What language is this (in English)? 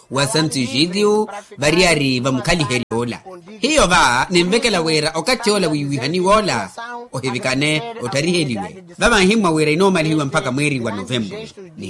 Makhuwa